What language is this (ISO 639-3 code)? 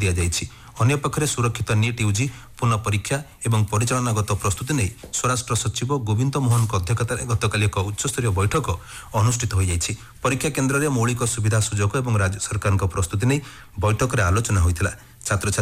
ori